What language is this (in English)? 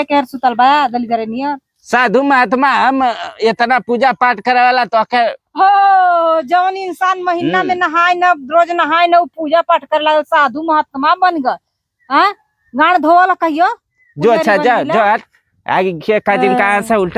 Bhojpuri